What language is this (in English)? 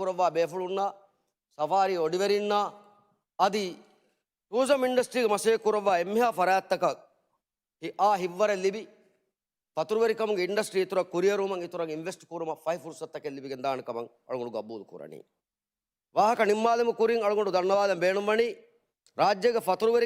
Divehi